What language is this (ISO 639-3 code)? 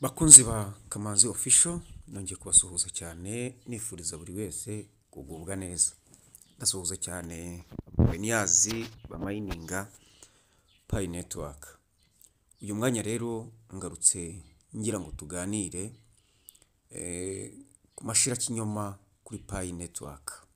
kin